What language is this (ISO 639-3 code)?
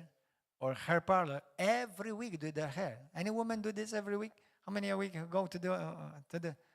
eng